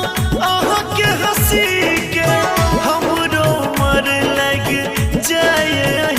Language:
Maithili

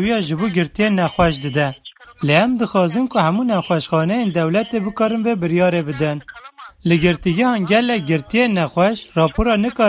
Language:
Kurdish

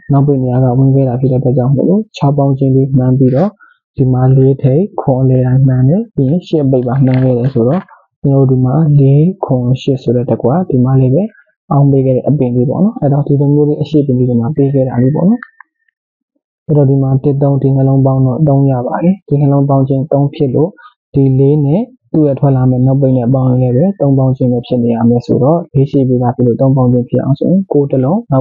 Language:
Burmese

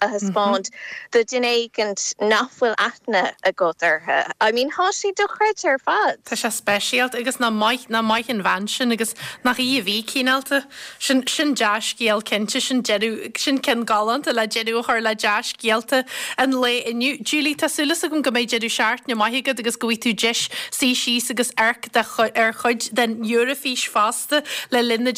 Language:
Irish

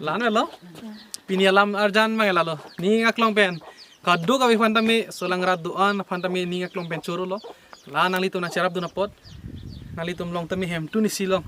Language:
Karbi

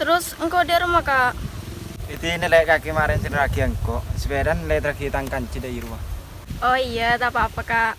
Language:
Madurese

